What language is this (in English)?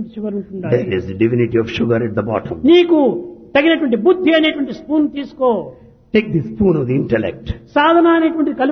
Telugu